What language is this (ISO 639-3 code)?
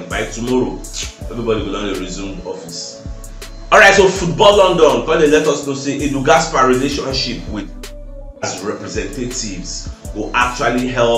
pcm